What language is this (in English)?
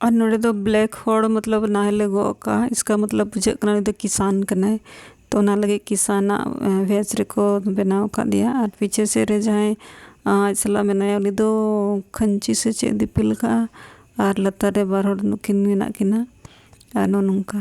Santali